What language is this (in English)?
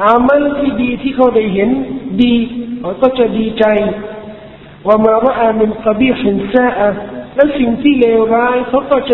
Thai